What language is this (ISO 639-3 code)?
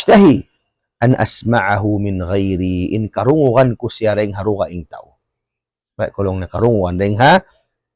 tsg